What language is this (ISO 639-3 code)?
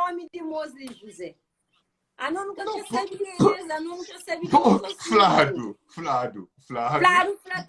kea